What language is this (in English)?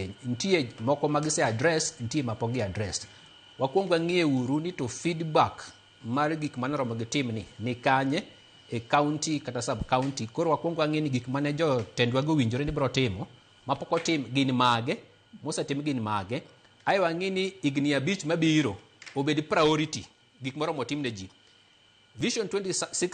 Luo (Kenya and Tanzania)